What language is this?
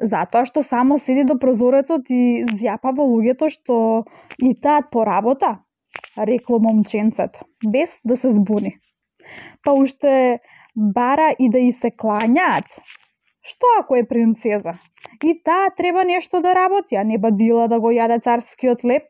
Macedonian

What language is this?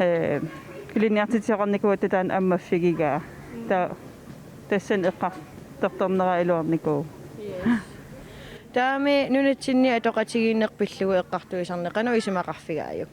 Kalaallisut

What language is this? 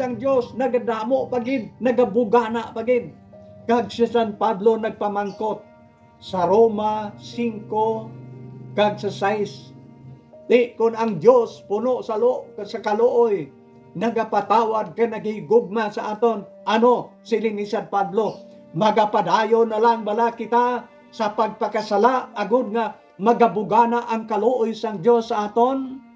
Hiligaynon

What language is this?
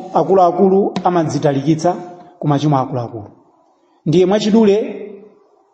Nyanja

